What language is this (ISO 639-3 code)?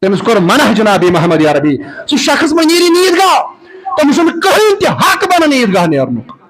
kas